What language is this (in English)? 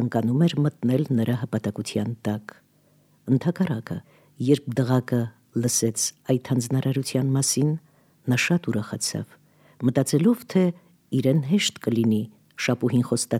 Armenian